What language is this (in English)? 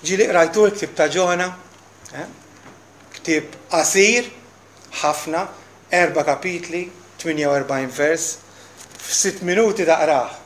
Maltese